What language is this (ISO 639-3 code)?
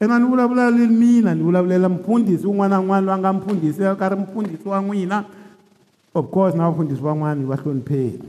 tso